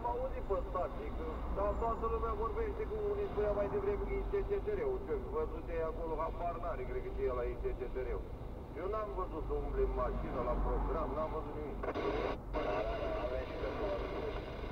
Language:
Romanian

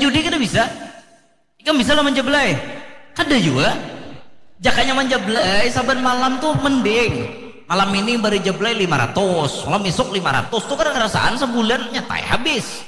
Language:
Banjar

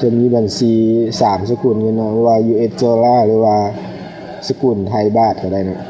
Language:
Lao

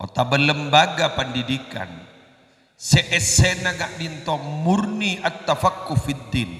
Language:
Madurese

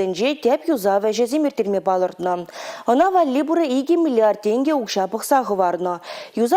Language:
Chuvash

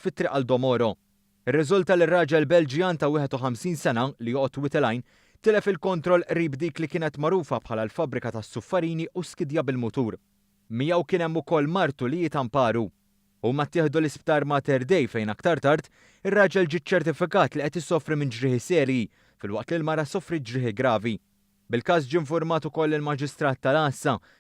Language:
Maltese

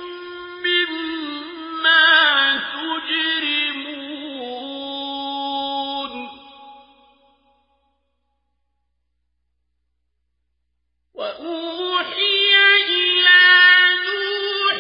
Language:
Arabic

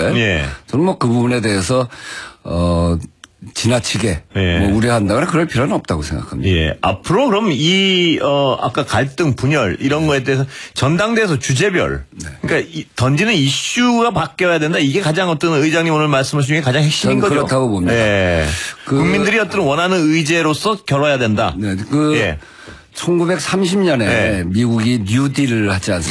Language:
Korean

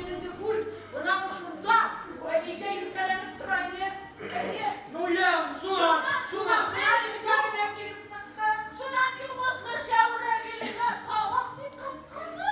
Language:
Bashkir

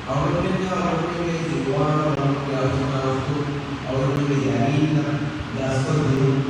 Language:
Divehi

